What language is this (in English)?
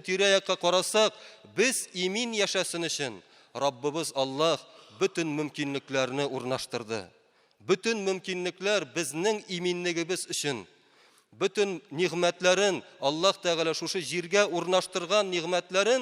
Tatar